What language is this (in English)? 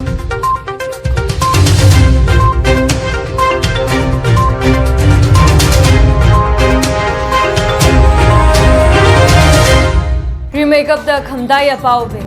Tangkhul Naga (India)